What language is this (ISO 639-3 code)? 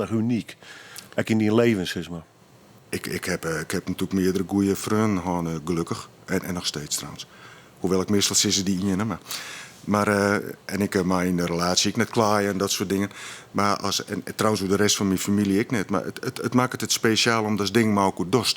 fry